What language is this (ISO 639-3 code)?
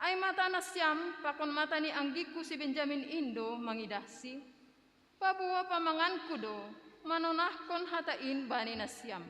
bts